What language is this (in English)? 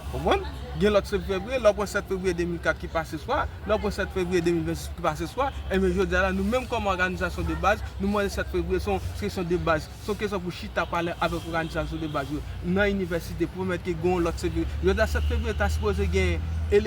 Haitian Creole